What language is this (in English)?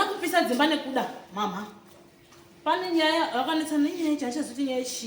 Shona